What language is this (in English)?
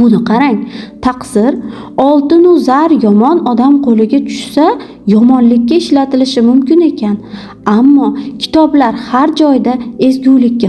Uzbek